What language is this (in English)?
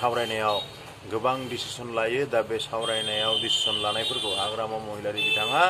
Bodo